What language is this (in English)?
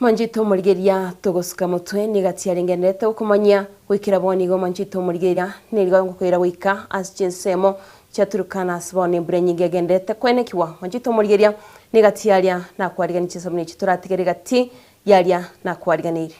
Gusii